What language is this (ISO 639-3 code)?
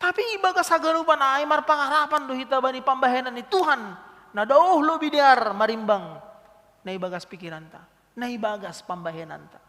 bts